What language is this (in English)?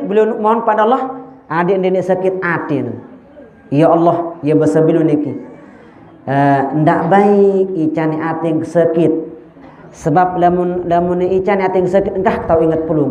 Sasak